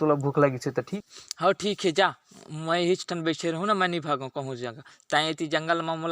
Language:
Chhattisgarhi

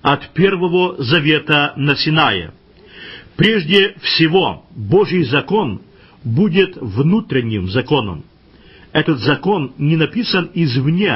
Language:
Russian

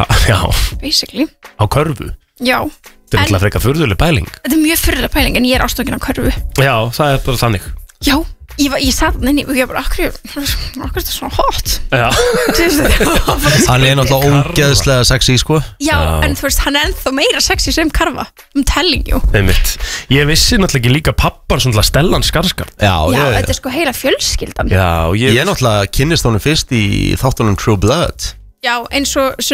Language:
Icelandic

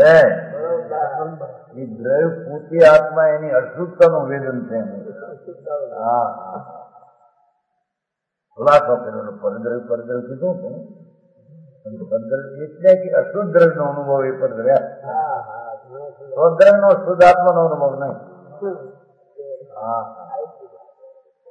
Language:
Gujarati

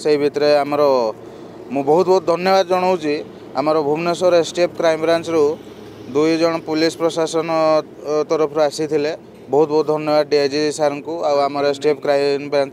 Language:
Odia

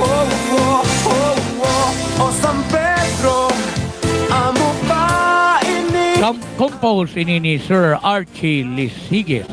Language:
Waray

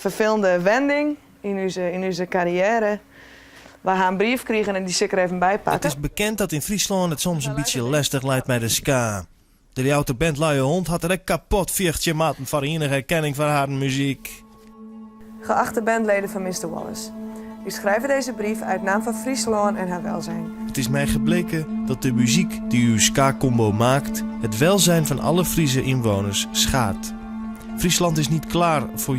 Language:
Western Frisian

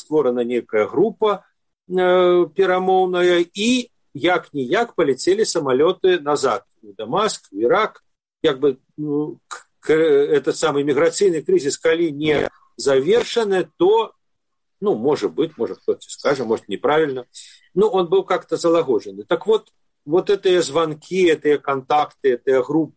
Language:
Belarusian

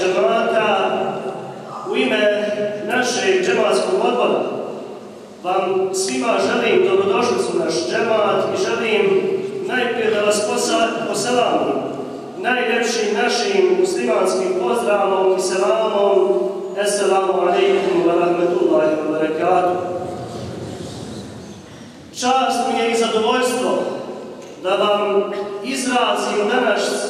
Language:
Bosnian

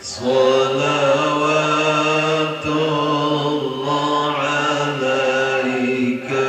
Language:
Sasak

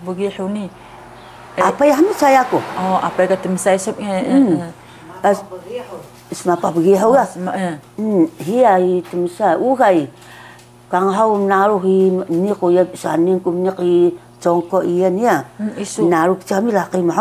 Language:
Taroko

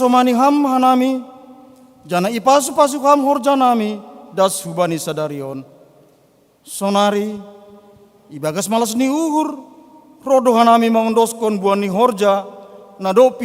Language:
Batak Simalungun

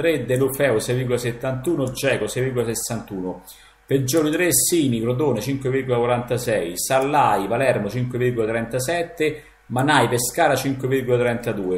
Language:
Italian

